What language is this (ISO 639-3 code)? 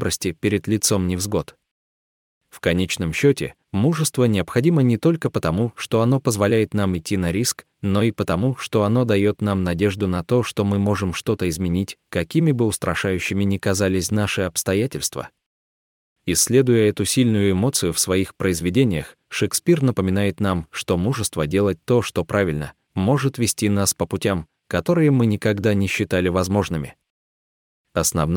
rus